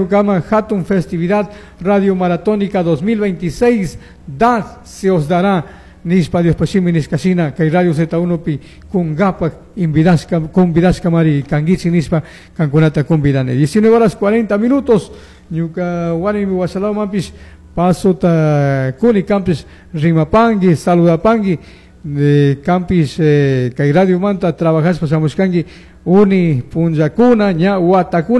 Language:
Chimborazo Highland Quichua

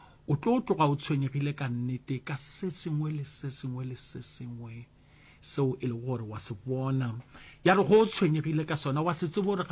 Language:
Northern Sotho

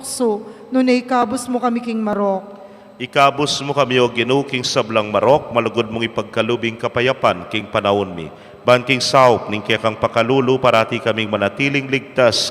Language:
Pampanga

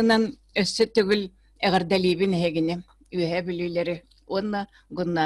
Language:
Yakut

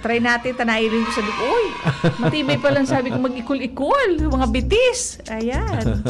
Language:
Bikol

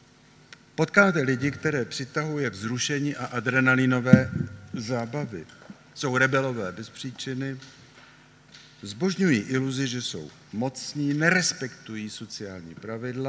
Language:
Czech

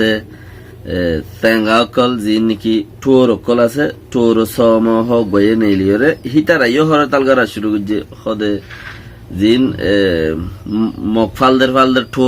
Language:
Rohingya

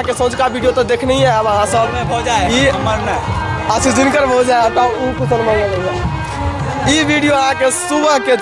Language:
Maithili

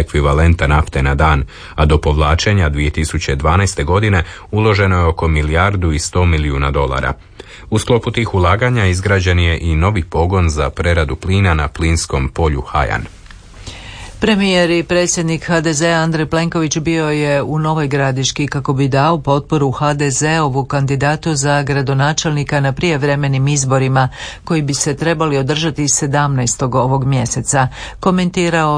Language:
Croatian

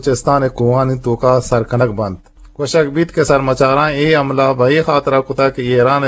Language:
Eastern Balochi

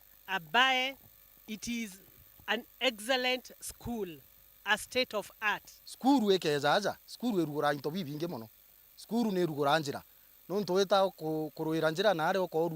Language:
Meru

